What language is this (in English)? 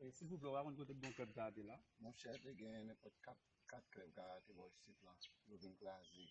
Haitian Creole